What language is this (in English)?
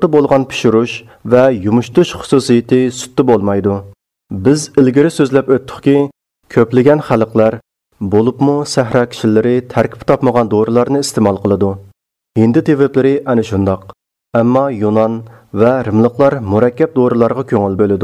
Uyghur